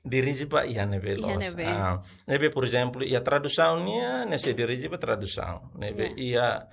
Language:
Tetum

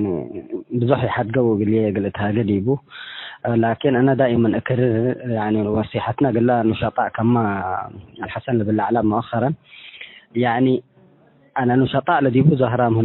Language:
Tigre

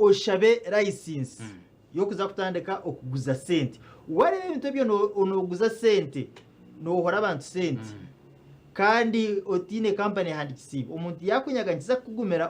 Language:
Nyankole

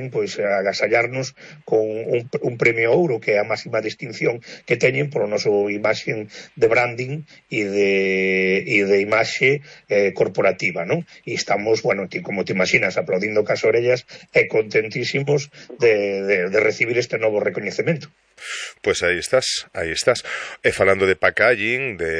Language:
Galician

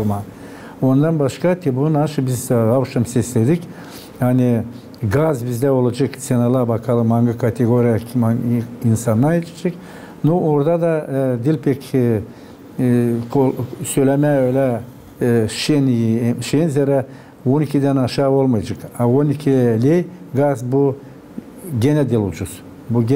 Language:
Gagauz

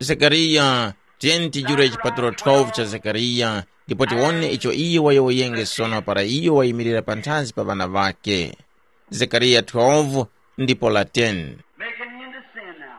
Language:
Tumbuka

